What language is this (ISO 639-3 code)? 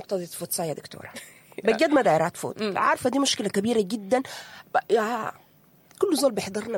apd